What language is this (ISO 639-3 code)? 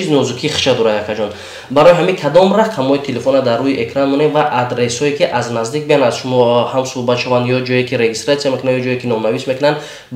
tgk